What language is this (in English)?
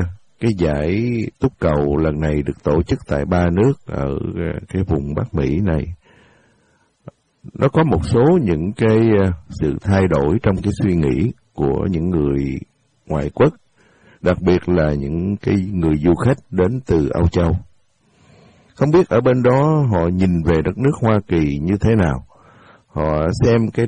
Vietnamese